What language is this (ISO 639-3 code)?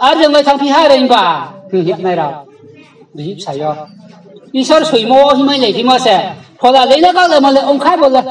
ria